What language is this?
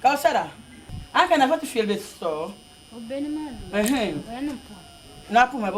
Dagbani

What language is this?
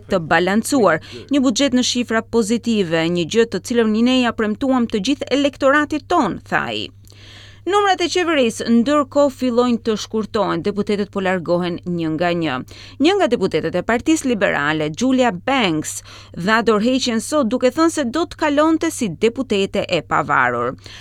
Albanian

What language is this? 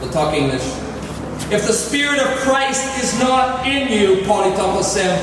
Tok Pisin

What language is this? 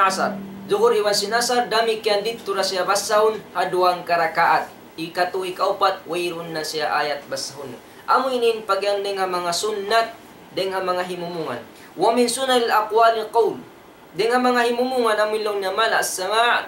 Tausug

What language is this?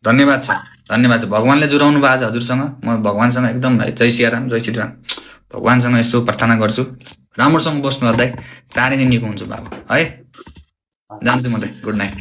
Nepali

